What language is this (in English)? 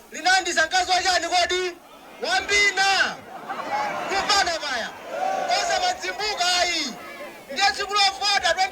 Nyanja